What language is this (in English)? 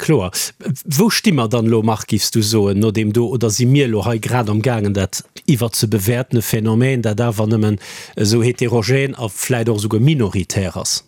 Luxembourgish